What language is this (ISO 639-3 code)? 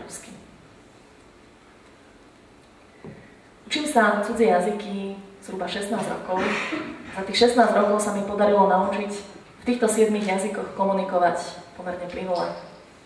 slk